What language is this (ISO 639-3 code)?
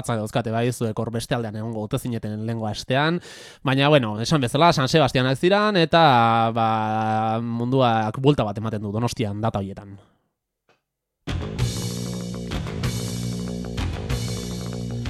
eus